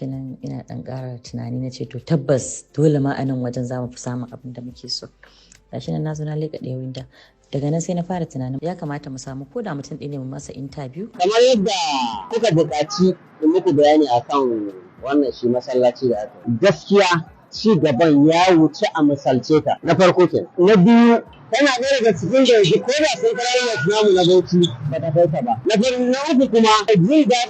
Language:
Hausa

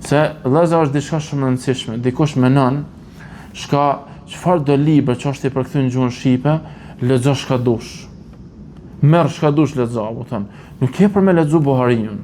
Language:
Albanian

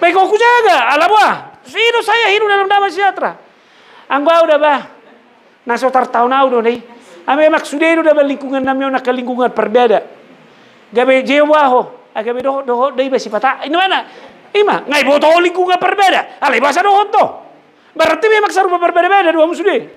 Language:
Batak Toba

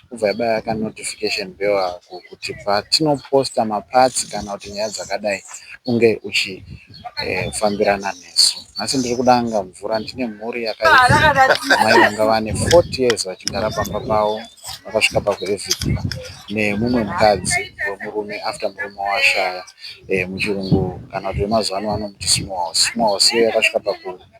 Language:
Shona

